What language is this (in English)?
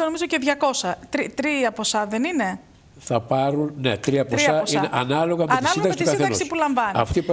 Greek